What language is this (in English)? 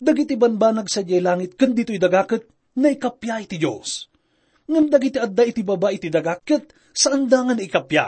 Iloko